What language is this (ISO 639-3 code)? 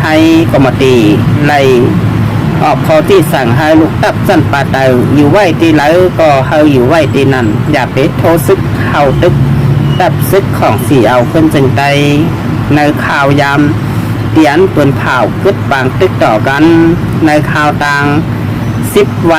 shn